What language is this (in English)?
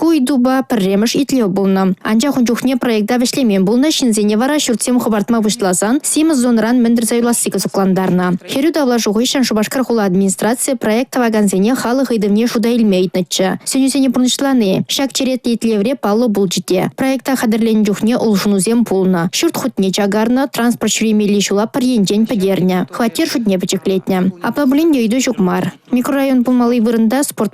Chuvash